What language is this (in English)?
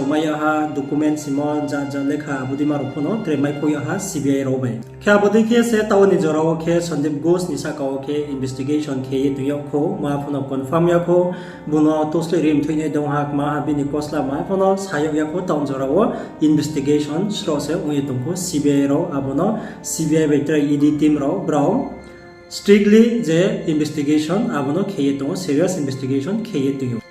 Riang (India)